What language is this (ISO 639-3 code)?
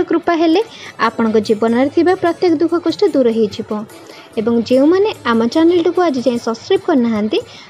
ori